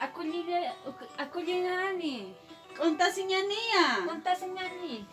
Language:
Aymara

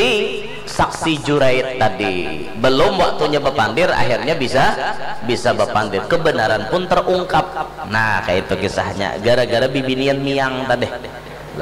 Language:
Banjar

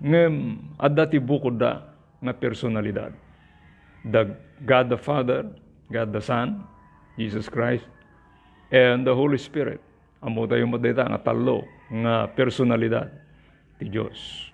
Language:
Iloko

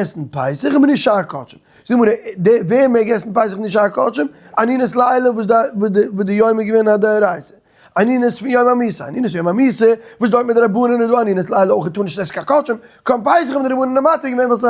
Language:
Yiddish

